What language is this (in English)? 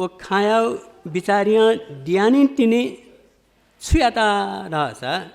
Newari